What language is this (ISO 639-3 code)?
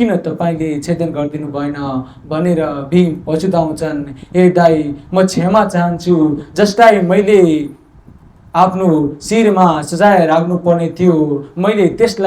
nep